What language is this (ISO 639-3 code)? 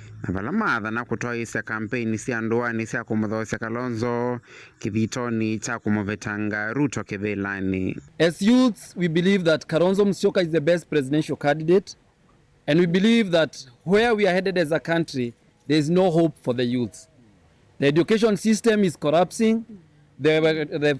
kam